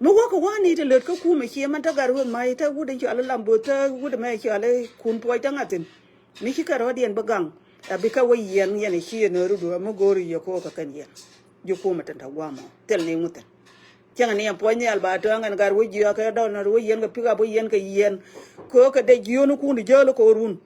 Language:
Nuer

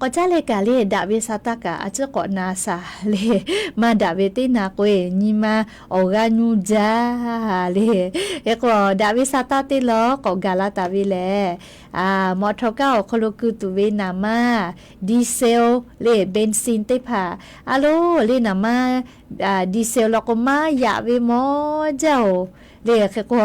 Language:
Lahu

